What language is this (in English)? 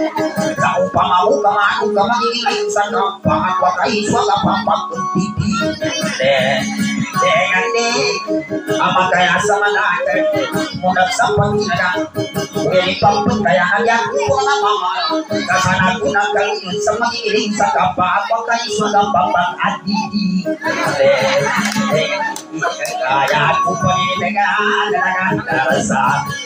Maguindanaon